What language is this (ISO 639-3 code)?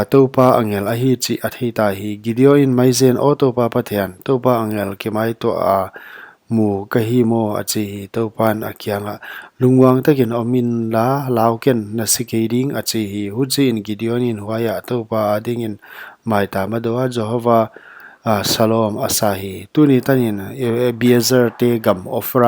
pck